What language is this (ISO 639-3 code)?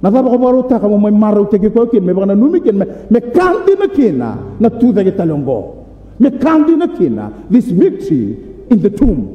fij